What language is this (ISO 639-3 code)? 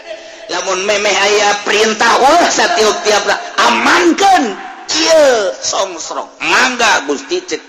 sun